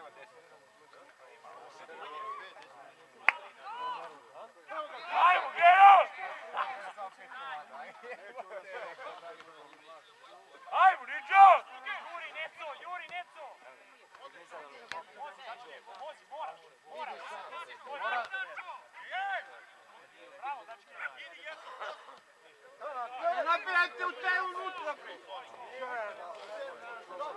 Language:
Serbian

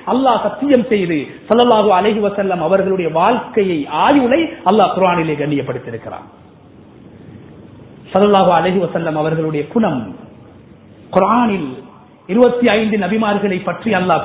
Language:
Tamil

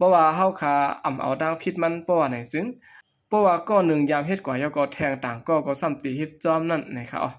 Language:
Shan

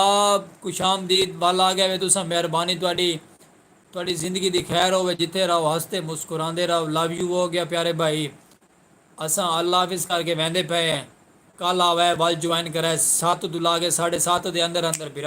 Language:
Saraiki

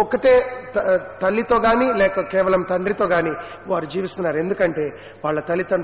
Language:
Telugu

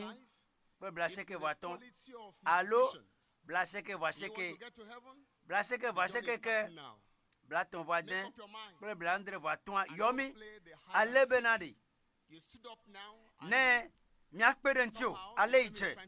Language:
Ewe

